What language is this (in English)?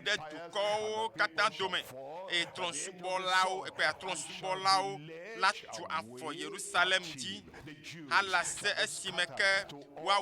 Ewe